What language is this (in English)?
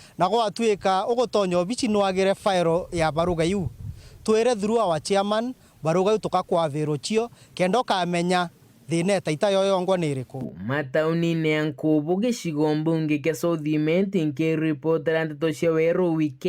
Meru